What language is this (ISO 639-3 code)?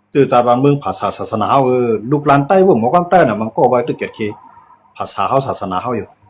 shn